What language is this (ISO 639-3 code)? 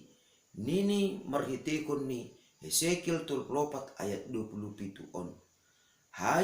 bts